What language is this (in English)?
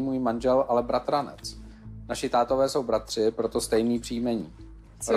Czech